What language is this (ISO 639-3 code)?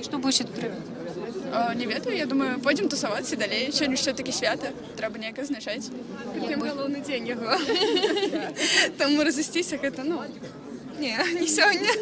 bel